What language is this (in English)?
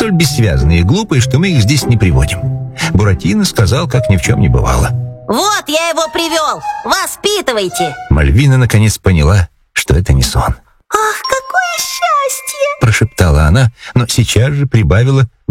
Russian